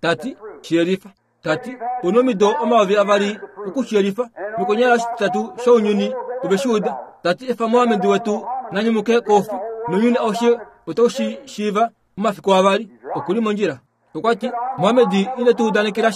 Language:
Kuanyama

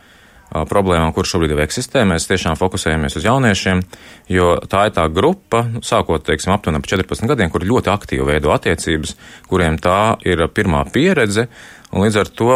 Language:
Latvian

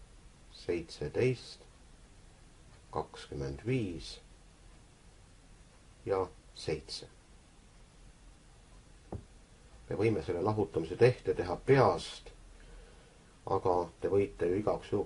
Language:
Estonian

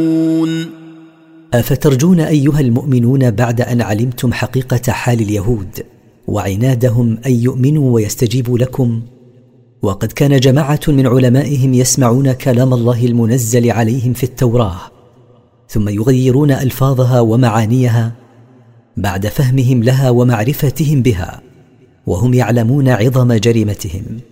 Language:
Arabic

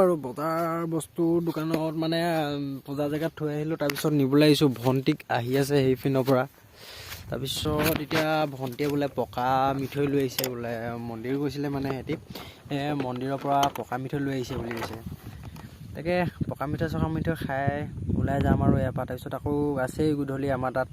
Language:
Assamese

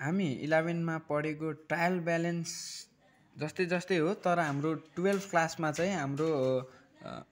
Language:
Nepali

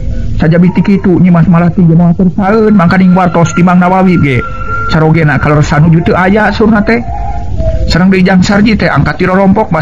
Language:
Sundanese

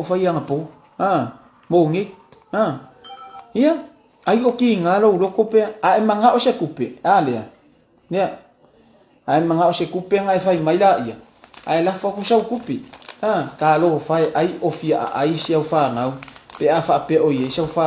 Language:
Samoan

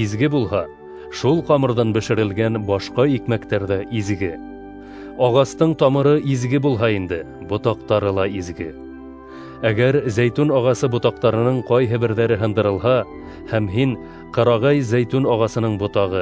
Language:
Bashkir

